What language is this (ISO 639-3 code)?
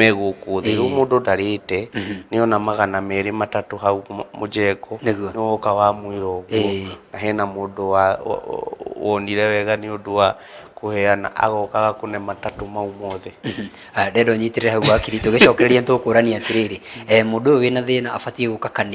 kik